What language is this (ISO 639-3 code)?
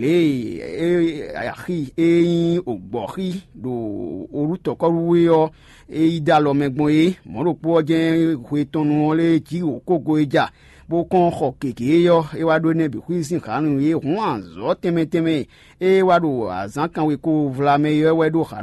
fon